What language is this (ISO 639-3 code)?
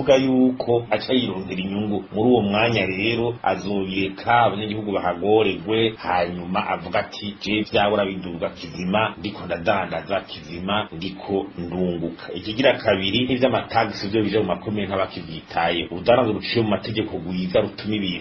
run